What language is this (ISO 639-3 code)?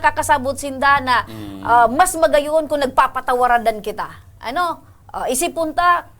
bik